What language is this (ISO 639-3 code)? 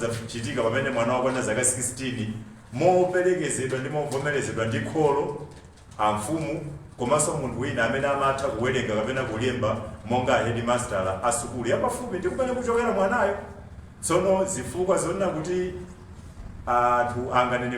nya